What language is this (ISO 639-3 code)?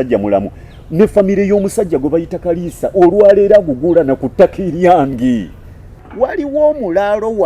lug